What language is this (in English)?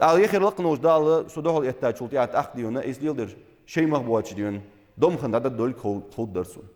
Ingush